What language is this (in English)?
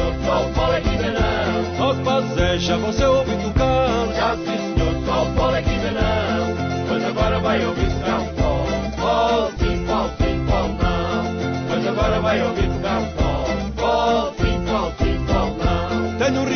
Portuguese